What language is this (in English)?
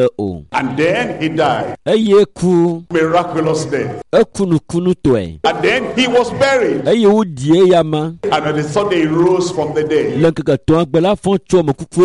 Ewe